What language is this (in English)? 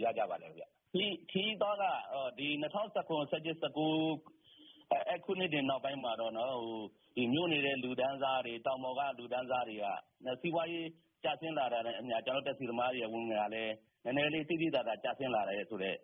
Burmese